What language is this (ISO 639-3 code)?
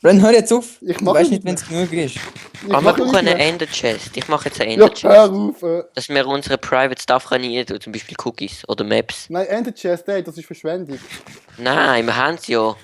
gsw